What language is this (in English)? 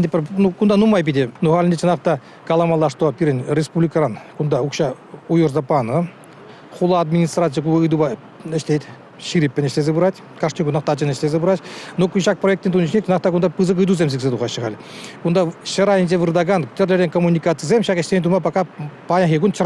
Chuvash